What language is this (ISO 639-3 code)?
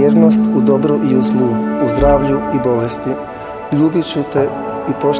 hrv